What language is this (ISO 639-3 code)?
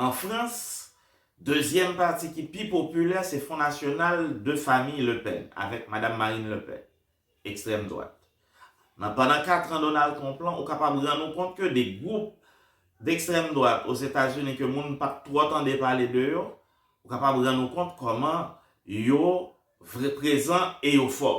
hat